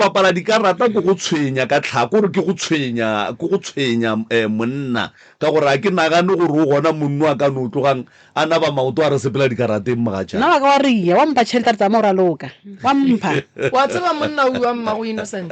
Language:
Northern Sotho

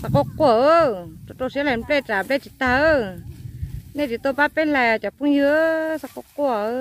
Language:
Hmong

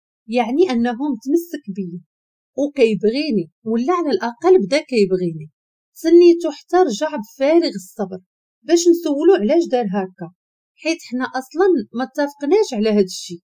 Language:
Moroccan Arabic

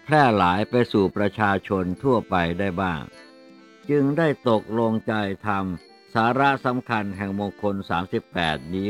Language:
Thai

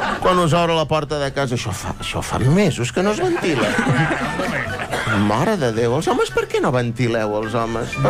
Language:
Catalan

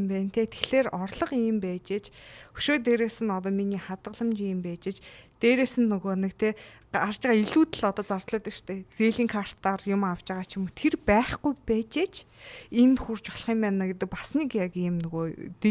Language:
Mongolian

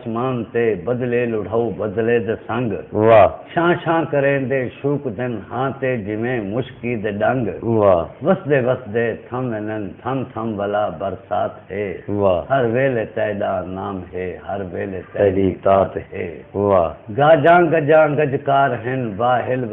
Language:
Saraiki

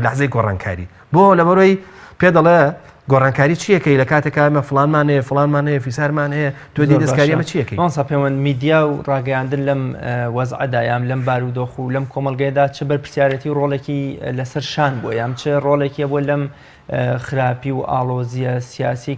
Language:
Central Kurdish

